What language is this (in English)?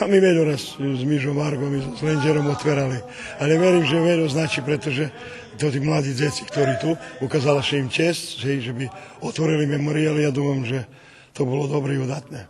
Rusyn